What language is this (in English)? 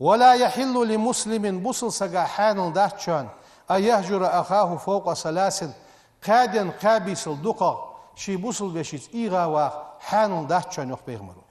Ingush